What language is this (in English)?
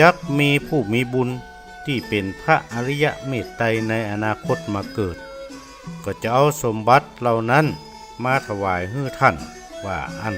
Northern Thai